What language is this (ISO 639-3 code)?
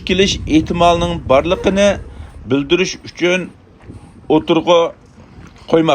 uig